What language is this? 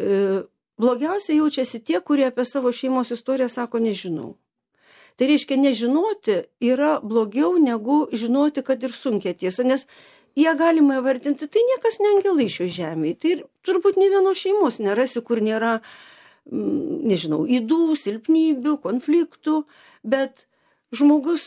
Lithuanian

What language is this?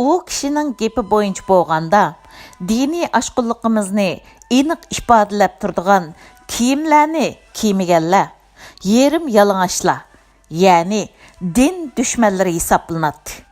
Uyghur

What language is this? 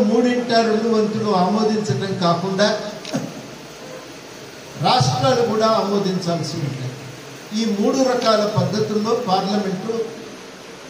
Telugu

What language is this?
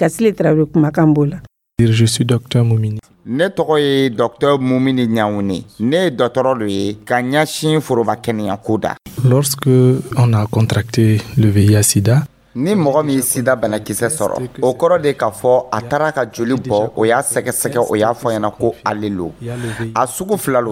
Dyula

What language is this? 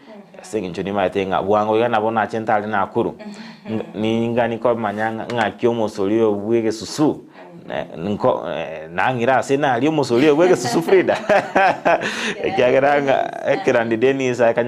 Gusii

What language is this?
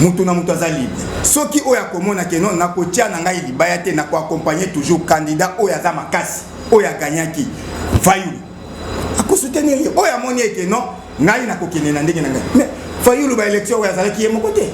Lingala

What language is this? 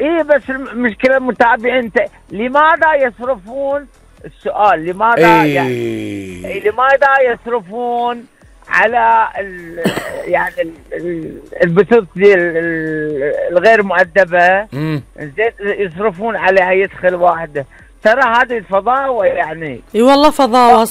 Gulf Arabic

